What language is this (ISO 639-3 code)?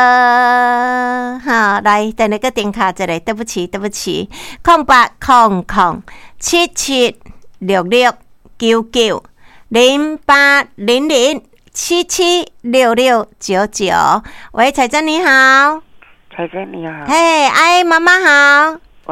nan